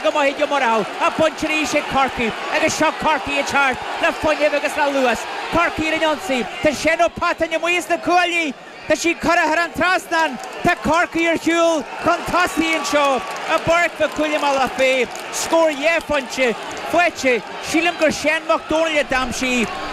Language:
Irish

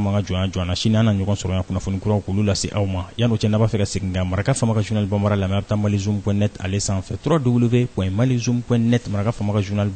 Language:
Bambara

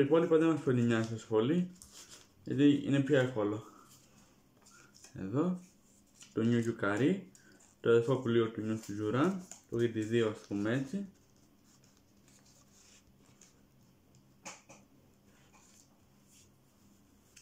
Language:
Greek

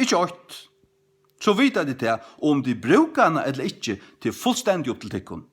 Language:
Faroese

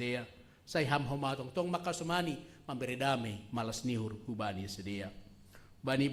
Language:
Batak Simalungun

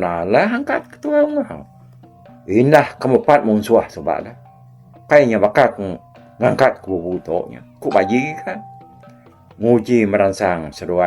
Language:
Iban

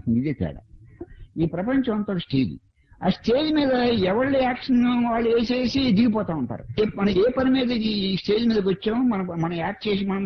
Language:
Telugu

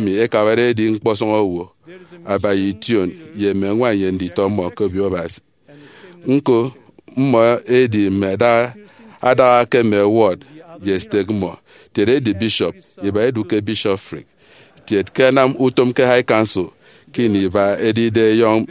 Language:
Efik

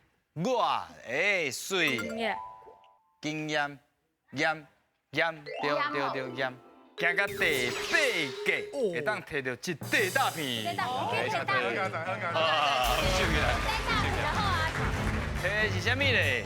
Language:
Min Nan Chinese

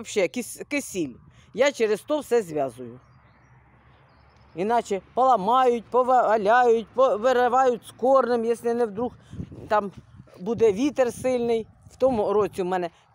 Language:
Ukrainian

